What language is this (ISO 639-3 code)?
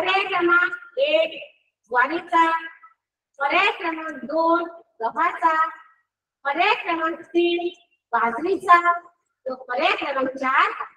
mar